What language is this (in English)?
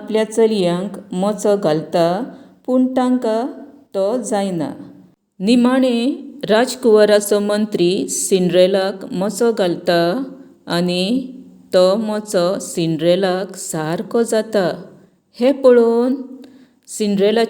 Konkani